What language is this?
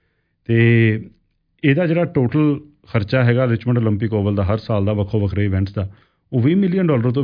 Punjabi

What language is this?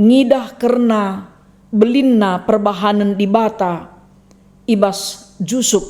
Batak Karo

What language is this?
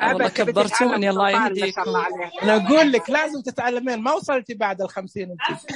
Najdi Arabic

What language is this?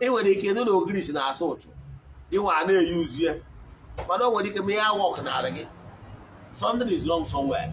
Igbo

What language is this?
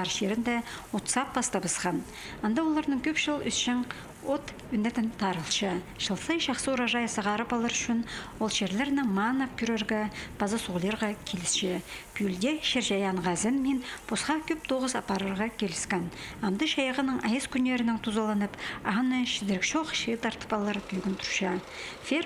Khakas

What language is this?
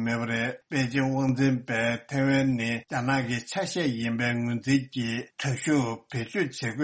Tibetan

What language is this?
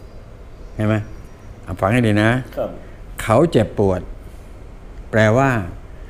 Thai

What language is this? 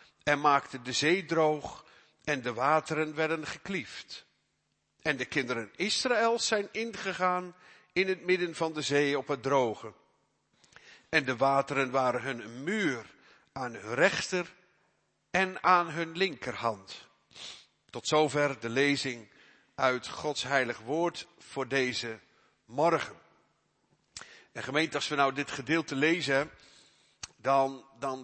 Dutch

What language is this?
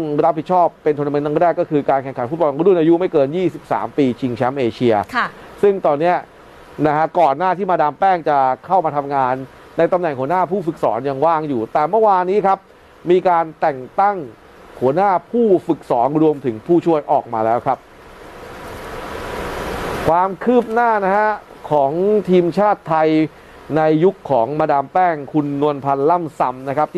Thai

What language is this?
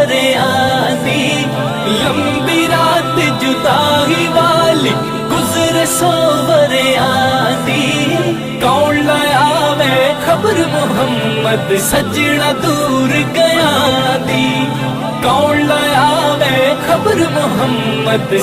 Pahari-Potwari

